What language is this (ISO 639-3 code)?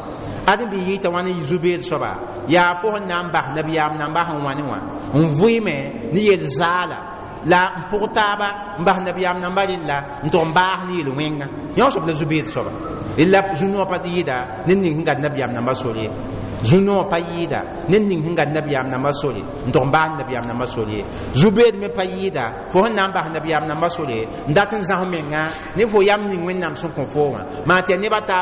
mos